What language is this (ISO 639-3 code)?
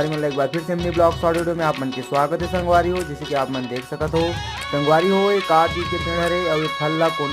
hne